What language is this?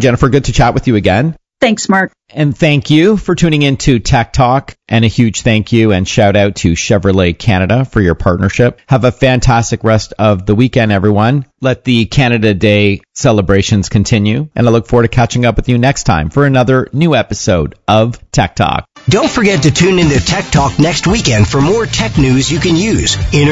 English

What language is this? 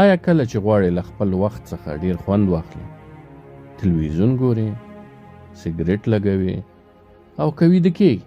Pashto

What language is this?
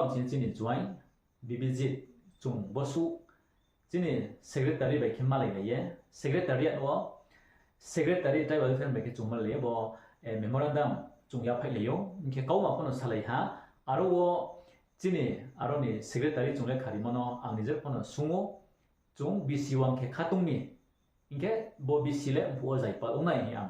Riang (India)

